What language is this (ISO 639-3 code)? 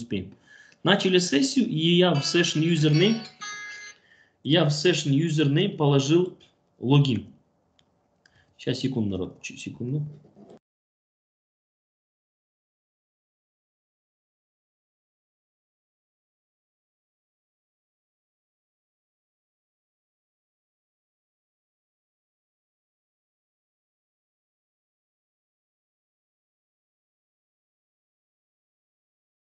rus